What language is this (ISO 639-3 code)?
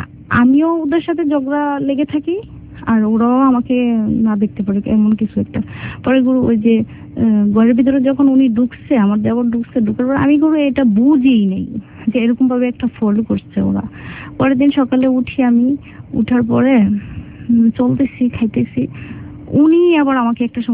ben